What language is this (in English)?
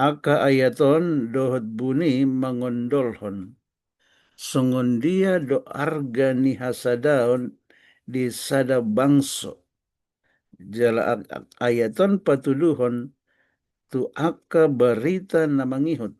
Batak Toba